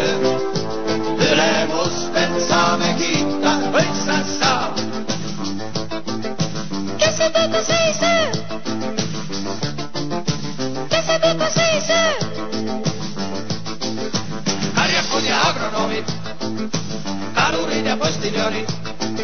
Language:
Estonian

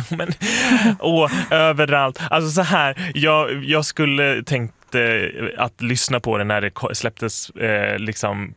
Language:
Swedish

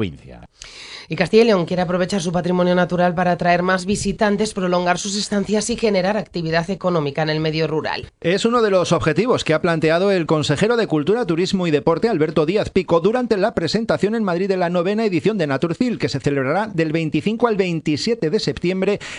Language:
Spanish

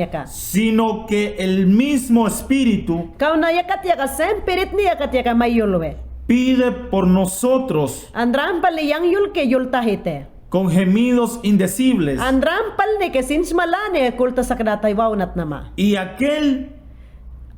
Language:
Mayangna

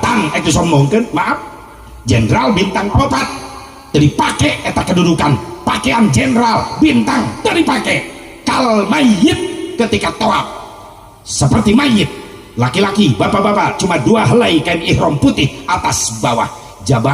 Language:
Sundanese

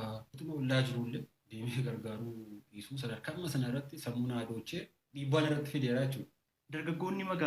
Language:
Oromo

